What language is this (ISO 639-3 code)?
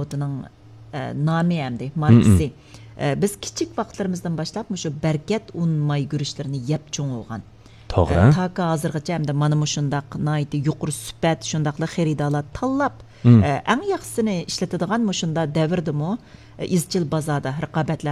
uig